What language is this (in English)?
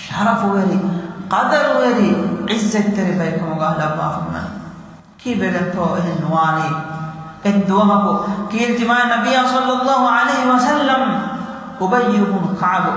Divehi